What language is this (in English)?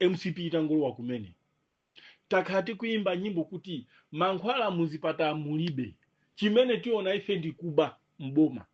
Nyanja